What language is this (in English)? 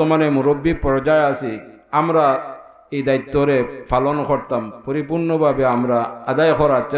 Sylheti